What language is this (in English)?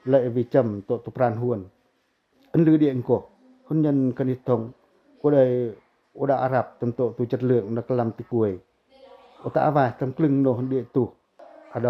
Pacoh